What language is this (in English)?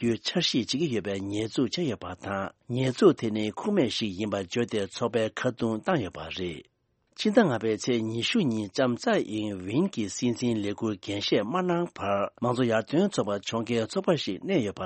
Tibetan